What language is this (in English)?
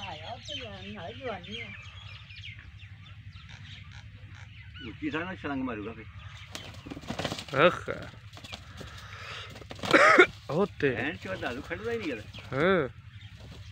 Punjabi